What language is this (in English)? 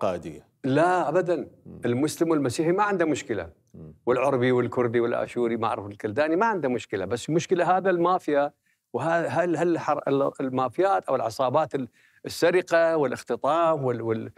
Mesopotamian Arabic